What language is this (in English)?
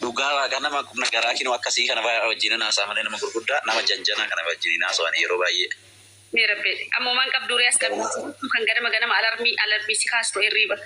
Oromo